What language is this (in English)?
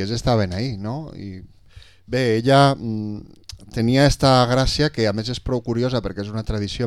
Catalan